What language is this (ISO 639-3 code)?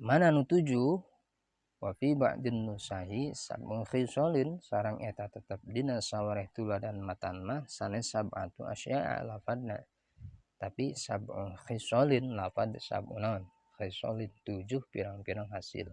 sun